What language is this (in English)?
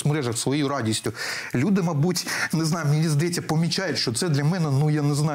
Ukrainian